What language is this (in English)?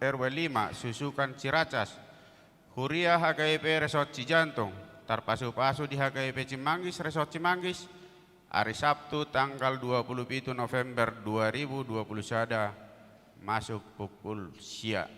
Batak Toba